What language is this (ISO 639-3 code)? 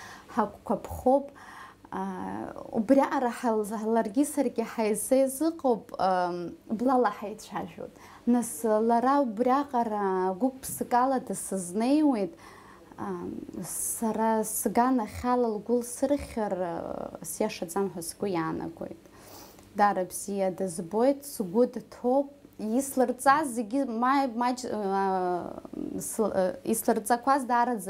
abk